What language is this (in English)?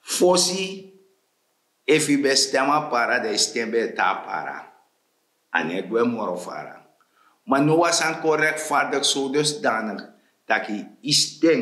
Sranan Tongo